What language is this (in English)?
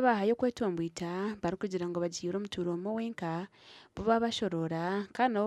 Nyankole